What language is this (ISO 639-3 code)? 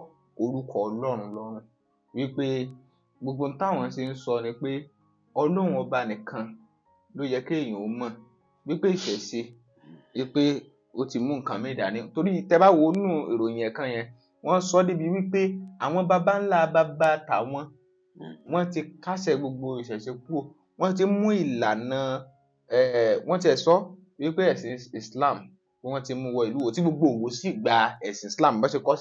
yor